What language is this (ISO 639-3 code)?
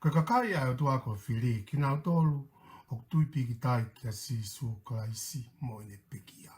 ton